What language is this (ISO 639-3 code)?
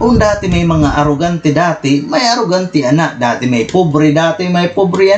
war